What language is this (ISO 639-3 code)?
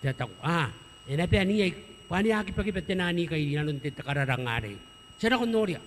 gil